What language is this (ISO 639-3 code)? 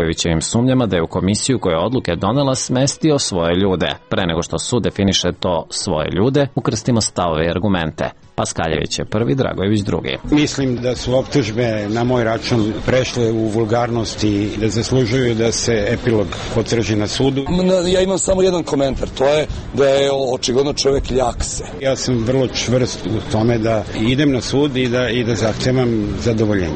srp